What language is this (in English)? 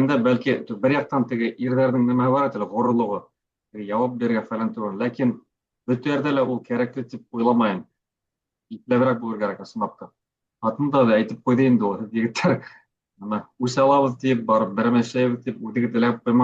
Bashkir